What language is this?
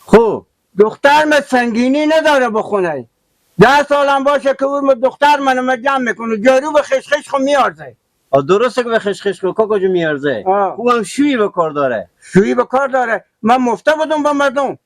Persian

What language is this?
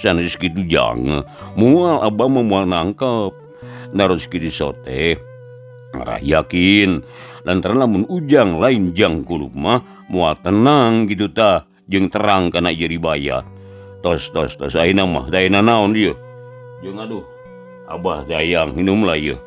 Sundanese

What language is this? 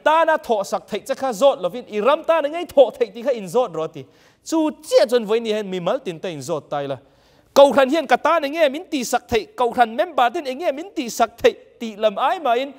Mizo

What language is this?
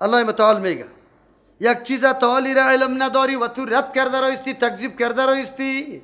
Persian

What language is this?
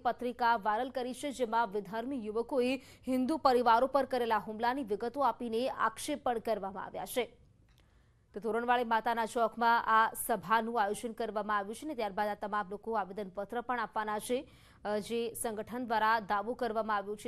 Gujarati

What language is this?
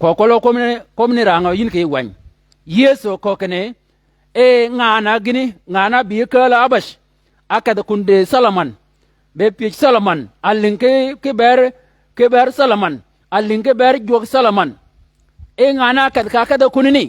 Shilluk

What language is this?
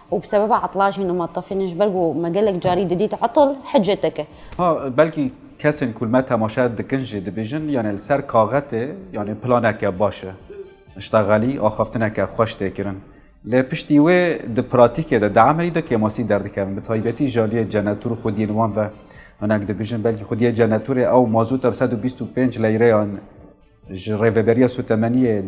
Kurdish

